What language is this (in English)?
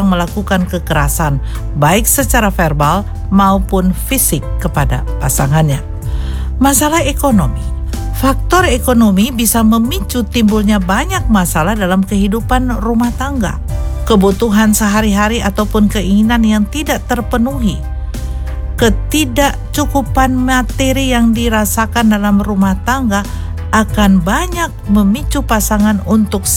Indonesian